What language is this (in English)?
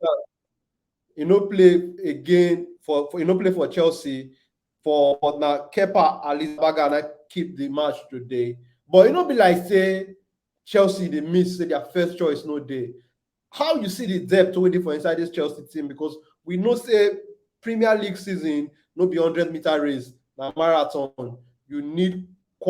Nigerian Pidgin